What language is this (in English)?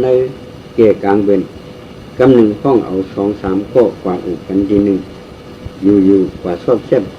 Shan